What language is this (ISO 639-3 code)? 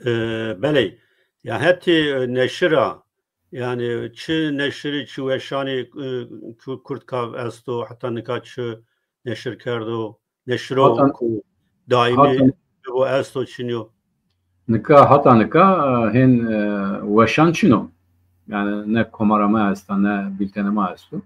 zza